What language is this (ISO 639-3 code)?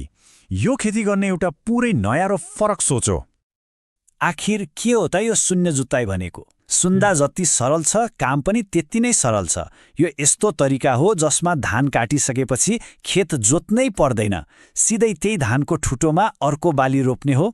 nep